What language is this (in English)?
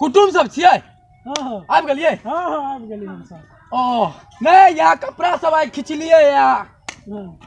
Maithili